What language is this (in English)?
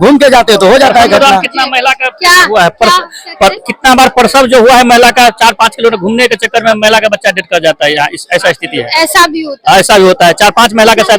Maithili